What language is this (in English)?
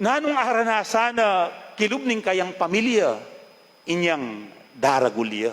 Pampanga